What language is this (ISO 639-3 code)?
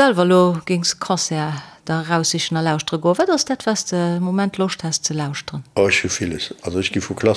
ltz